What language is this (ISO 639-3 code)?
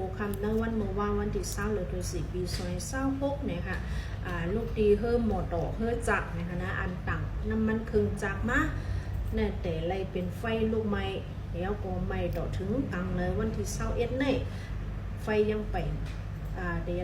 shn